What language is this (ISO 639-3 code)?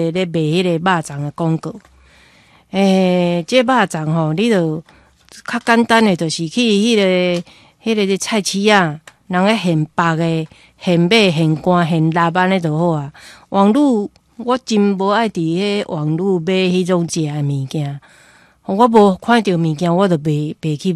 nan